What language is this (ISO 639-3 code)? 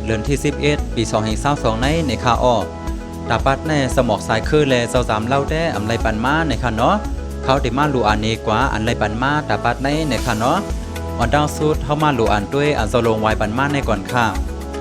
shn